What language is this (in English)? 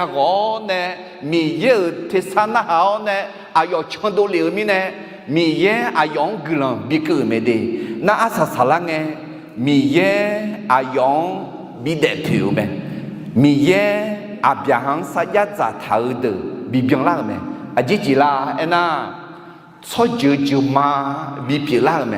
Akha